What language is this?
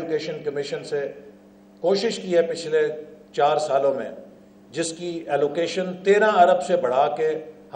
Urdu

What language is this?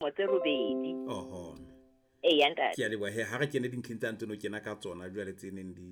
Southern Sotho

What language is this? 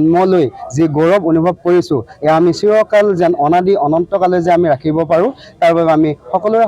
Assamese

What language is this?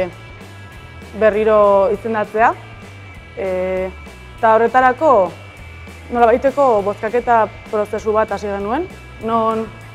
Basque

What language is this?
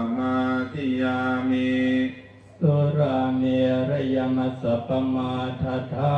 Pali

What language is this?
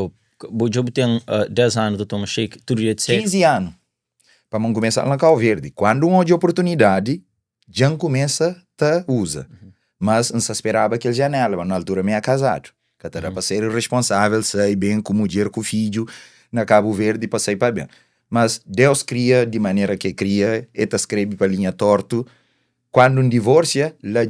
Kabuverdianu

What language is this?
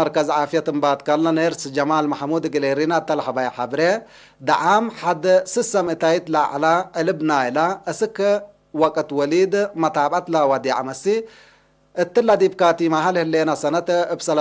Tigre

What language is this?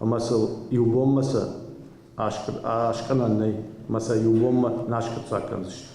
Ossetic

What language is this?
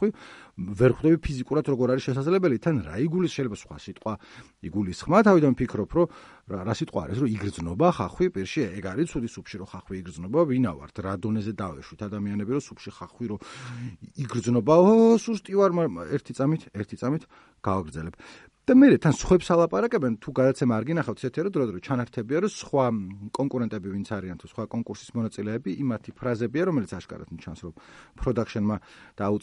Georgian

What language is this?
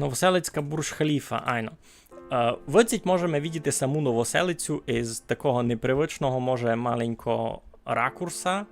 Rusyn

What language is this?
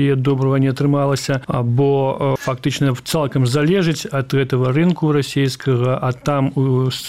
Belarusian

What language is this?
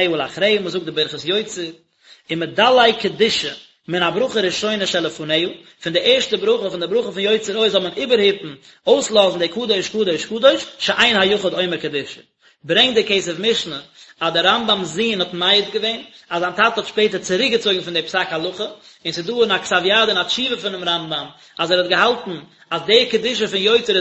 Yiddish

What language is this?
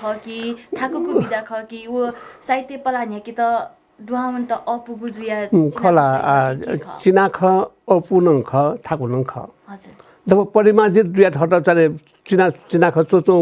Newari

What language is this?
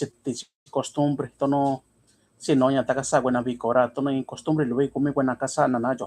Mixtepec Mixtec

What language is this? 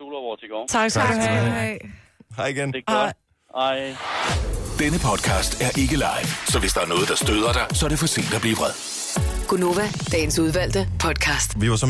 Danish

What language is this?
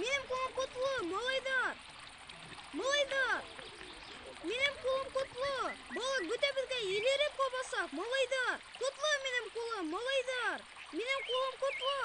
Bashkir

